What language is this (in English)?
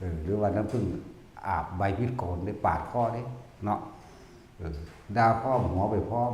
Northeastern Thai